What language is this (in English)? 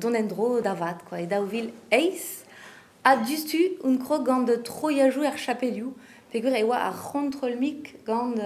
Breton